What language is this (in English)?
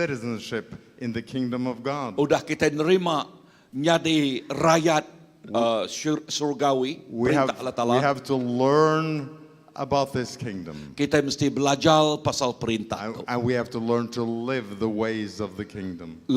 Iban